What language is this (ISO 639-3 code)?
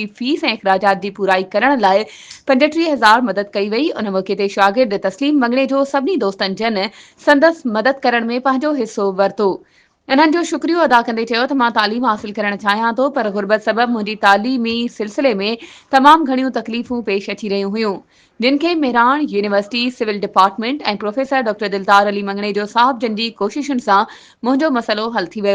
snd